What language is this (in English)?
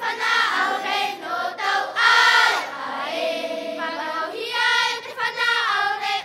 Tahitian